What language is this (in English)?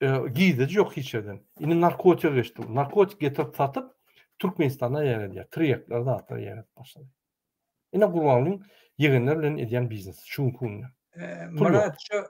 Turkmen